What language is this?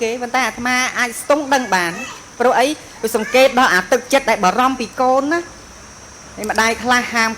Khmer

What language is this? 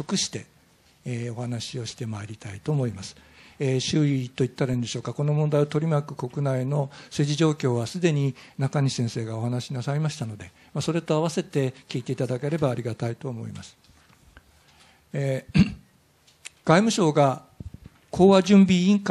Japanese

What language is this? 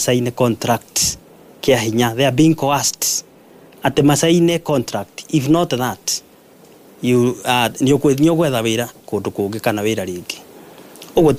Kikuyu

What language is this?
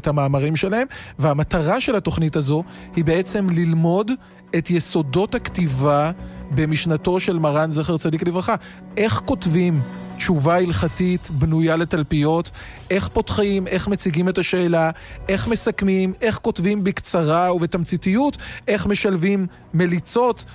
Hebrew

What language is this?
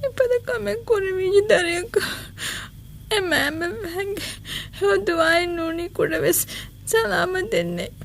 Divehi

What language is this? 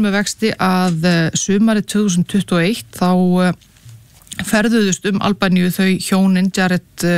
Icelandic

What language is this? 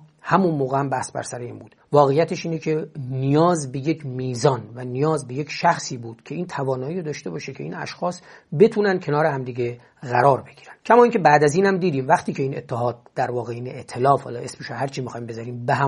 Persian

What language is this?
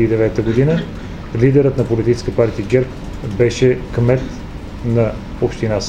Bulgarian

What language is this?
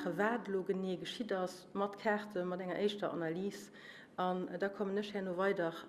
Luxembourgish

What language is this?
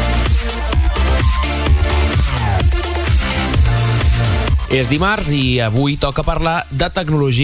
Catalan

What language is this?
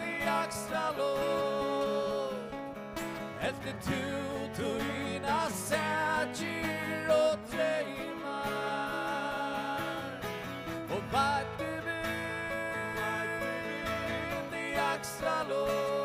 Faroese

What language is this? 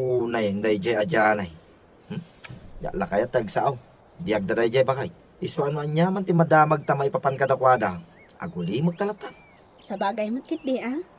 Iloko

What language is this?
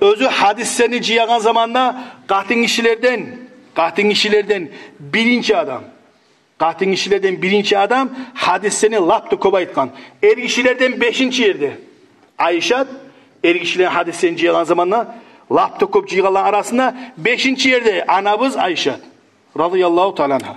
Kumyk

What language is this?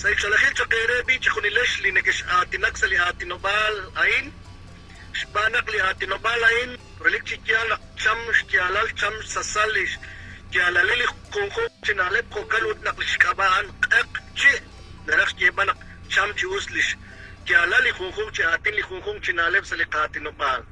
Kekchí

